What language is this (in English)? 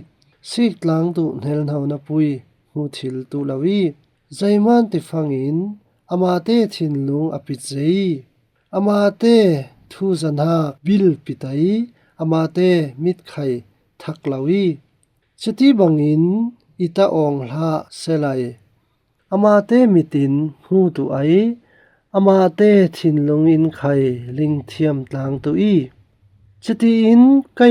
Falam Chin